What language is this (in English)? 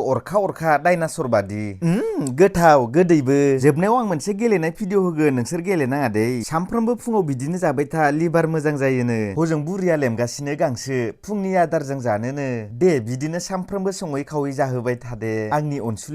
Bodo